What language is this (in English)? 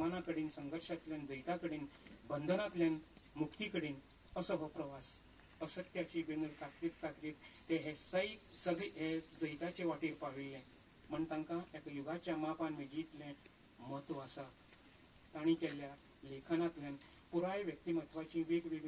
Konkani